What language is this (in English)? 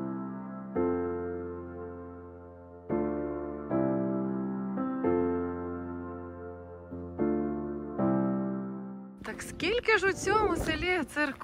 Ukrainian